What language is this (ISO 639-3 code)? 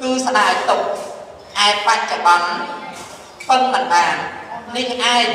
khm